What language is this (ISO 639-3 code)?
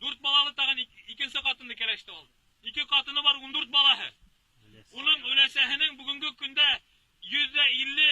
bak